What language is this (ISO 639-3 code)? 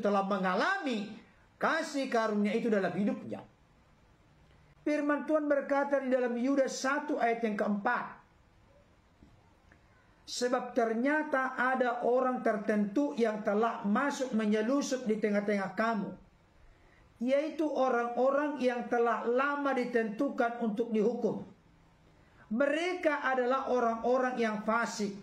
ind